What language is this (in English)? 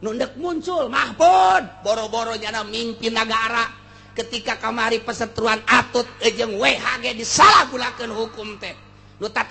Sundanese